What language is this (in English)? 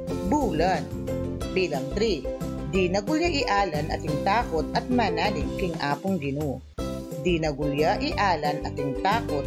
Pampanga